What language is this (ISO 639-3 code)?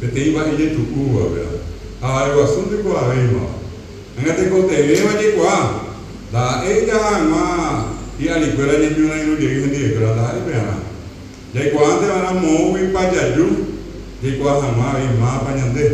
grn